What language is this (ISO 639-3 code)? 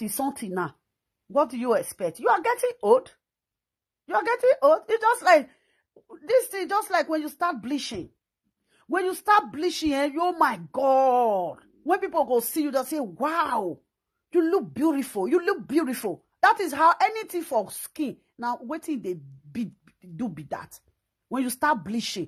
pcm